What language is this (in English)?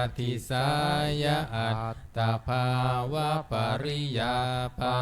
Pali